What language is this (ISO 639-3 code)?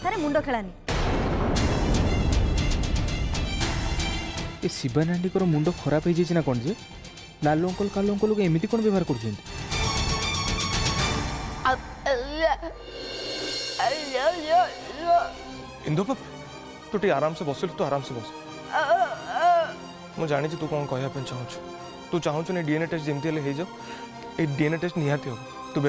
ori